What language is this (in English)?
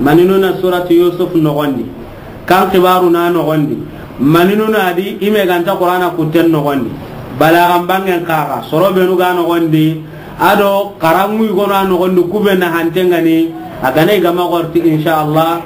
Soninke